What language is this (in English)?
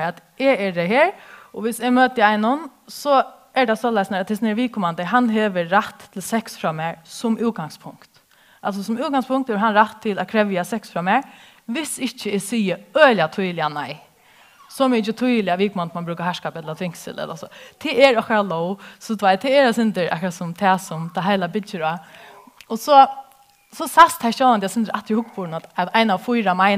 Faroese